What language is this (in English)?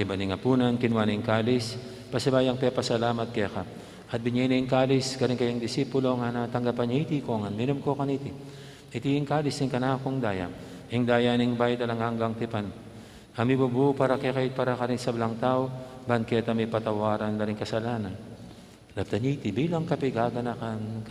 Pampanga